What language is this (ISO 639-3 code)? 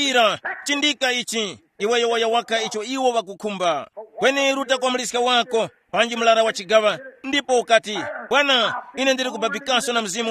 tum